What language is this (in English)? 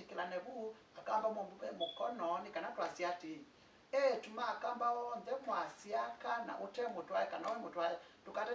Kamba